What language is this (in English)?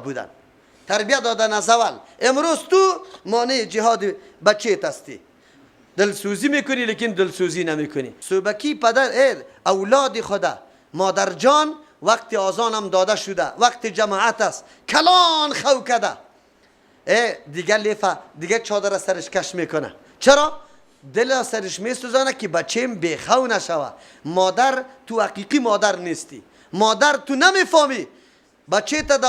Persian